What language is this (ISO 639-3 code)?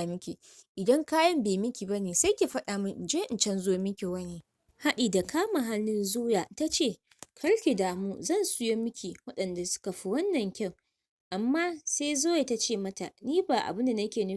hau